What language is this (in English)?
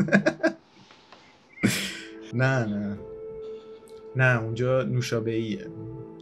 Persian